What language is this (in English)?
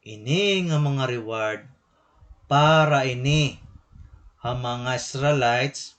Waray